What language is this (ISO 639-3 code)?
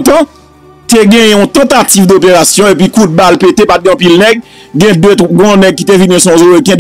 hat